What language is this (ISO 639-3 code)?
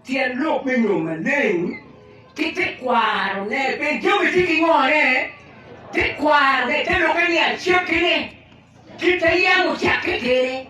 ach